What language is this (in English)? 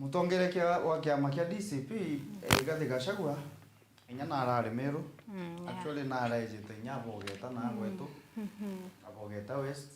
Meru